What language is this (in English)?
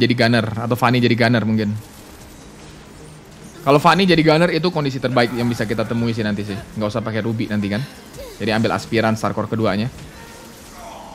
Indonesian